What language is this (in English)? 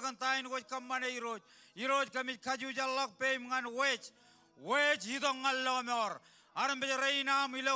Marshallese